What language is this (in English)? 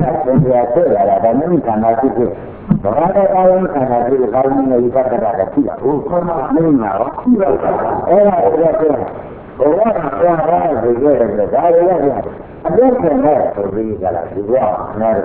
Burmese